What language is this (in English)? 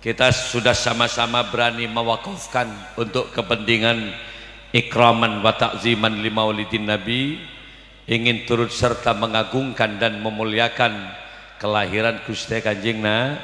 Madurese